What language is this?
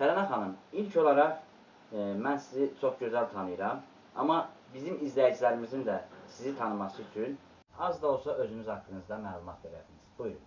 Azerbaijani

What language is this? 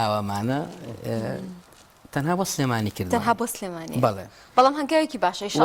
Central Kurdish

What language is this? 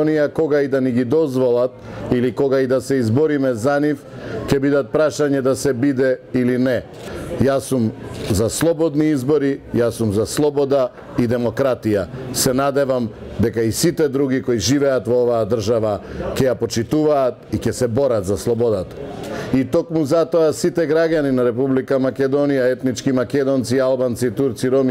Macedonian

